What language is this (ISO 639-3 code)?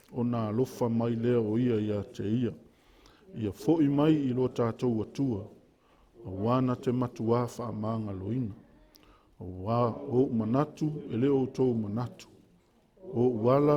smo